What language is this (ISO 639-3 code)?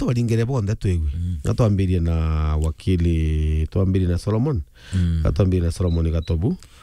mer